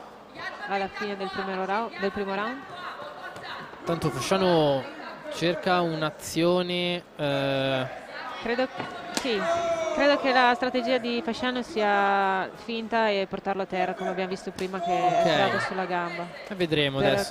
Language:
Italian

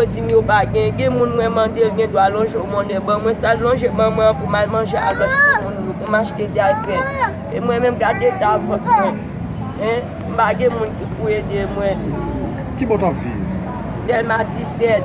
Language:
Haitian Creole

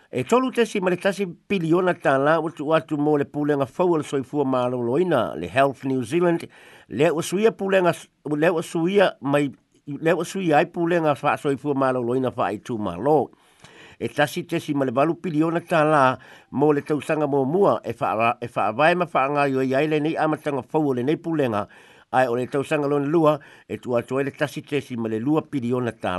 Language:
Samoan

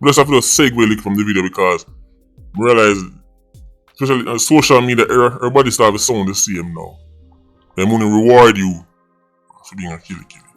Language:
Jamaican Creole English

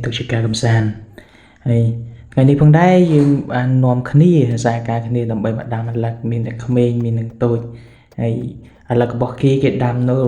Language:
Khmer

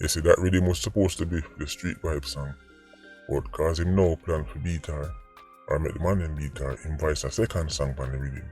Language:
Jamaican Creole English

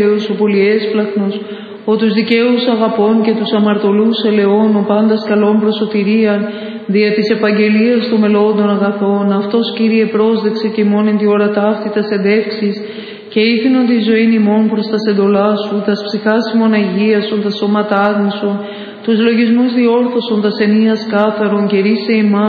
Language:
Greek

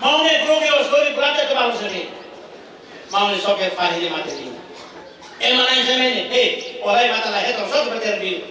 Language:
Tetum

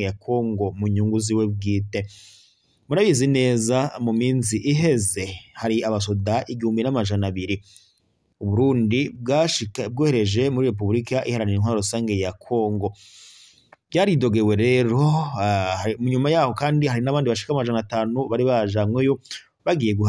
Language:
Rundi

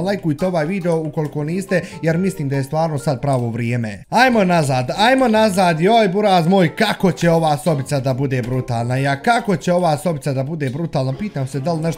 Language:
Bosnian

